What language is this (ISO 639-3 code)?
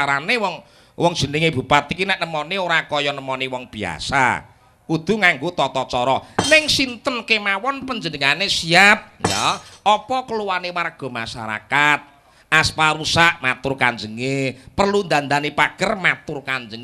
jav